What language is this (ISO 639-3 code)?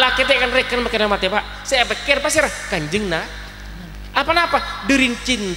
mad